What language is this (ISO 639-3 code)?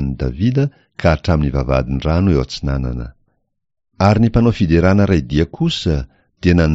mlg